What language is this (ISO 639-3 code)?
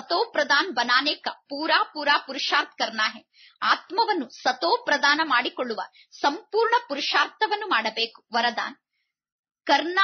kan